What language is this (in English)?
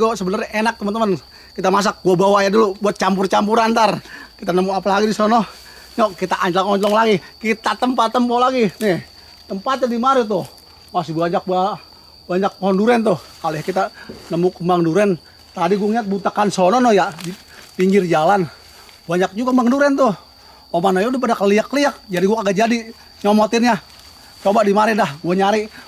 Betawi